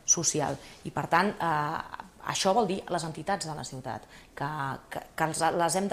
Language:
Catalan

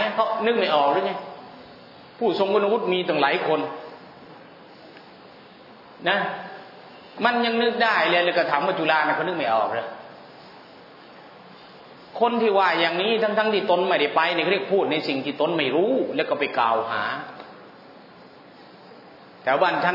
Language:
Thai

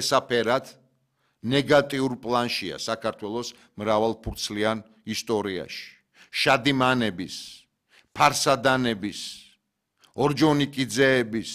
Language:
Georgian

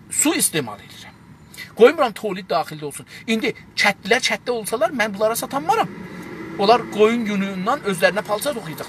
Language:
South Azerbaijani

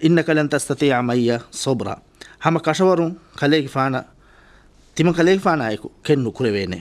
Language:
Divehi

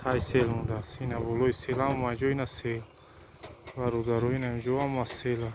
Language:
Tajik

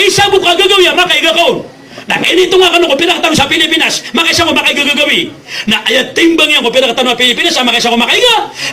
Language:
Maranao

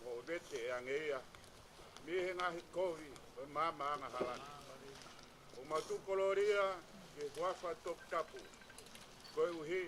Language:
Tongan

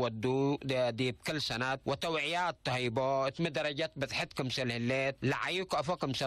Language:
Tigre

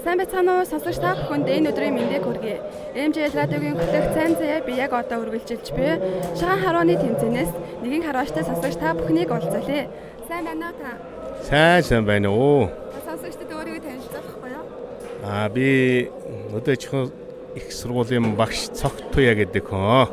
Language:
Mongolian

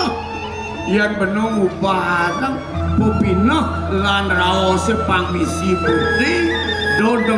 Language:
Balinese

